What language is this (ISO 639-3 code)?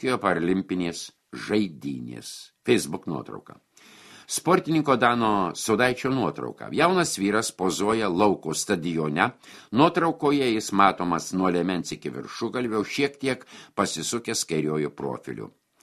lit